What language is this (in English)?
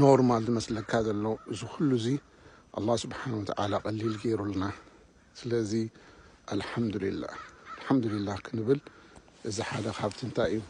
Tigrinya